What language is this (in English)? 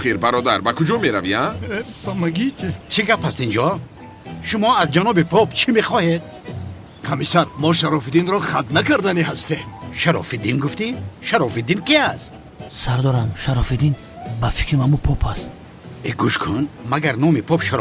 Tajik